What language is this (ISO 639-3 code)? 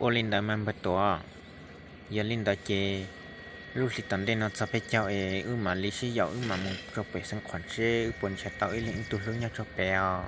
hmn